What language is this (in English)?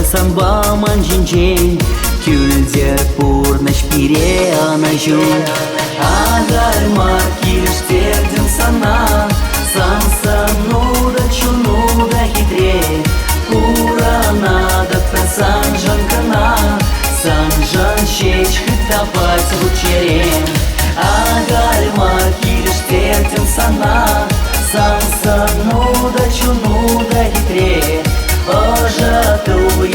Chuvash